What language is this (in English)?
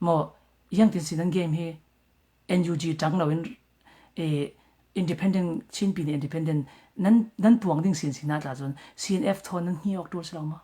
Falam Chin